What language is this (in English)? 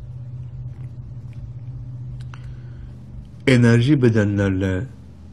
Turkish